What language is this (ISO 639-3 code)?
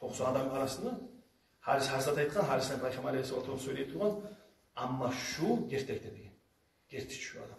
kum